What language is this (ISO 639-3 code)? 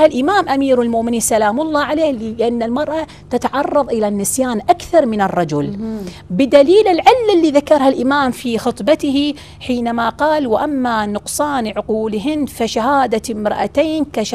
ara